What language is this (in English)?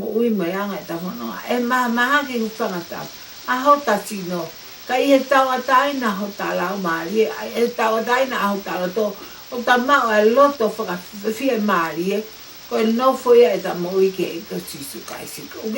Tongan